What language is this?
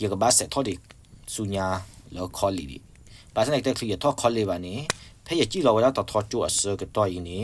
S'gaw Karen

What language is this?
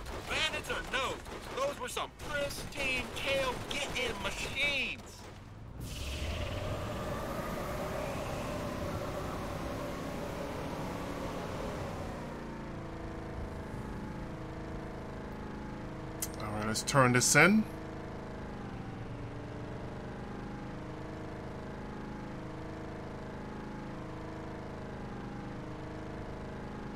English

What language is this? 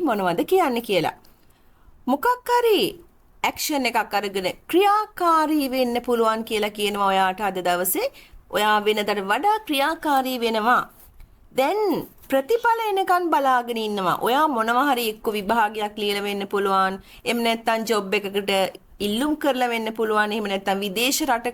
Sinhala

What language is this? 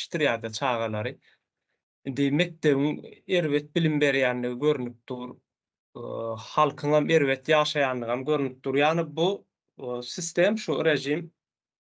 Turkmen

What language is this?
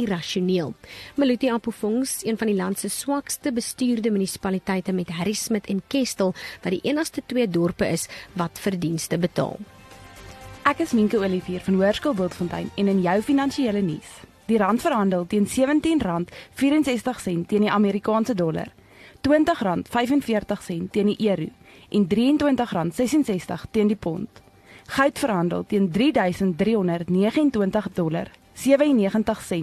Afrikaans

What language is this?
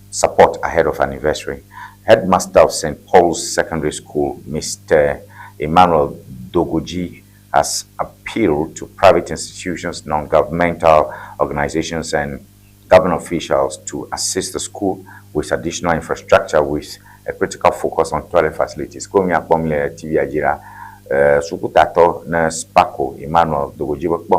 Ewe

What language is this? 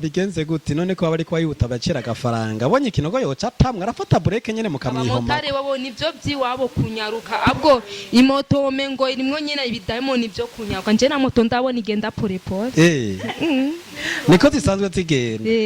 Rundi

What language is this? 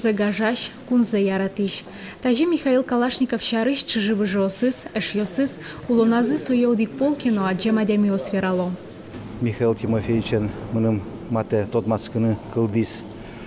Udmurt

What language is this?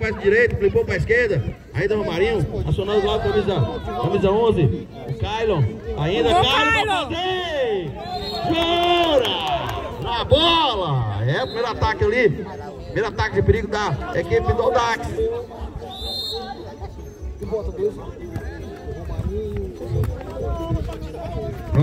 Portuguese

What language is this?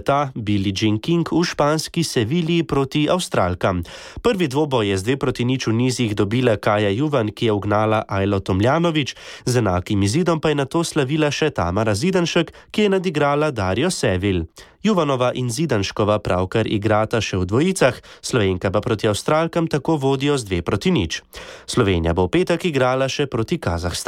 Slovenian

